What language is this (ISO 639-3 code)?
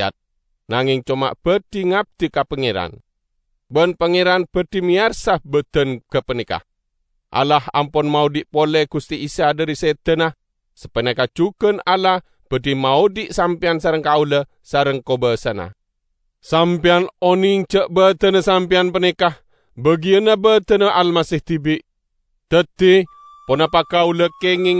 mad